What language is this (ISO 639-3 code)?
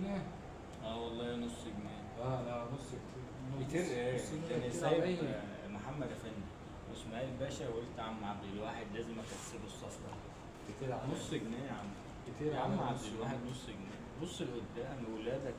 arz